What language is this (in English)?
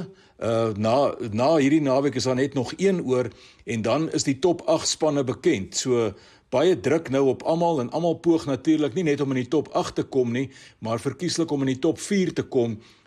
Afrikaans